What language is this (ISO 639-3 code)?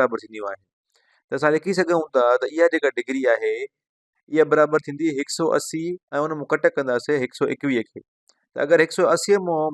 snd